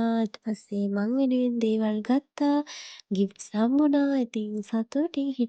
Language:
Sinhala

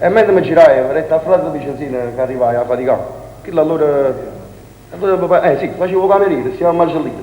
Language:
Neapolitan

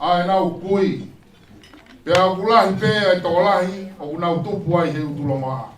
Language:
Tongan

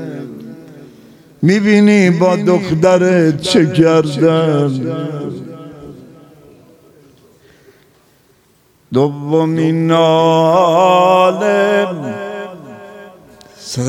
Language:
Persian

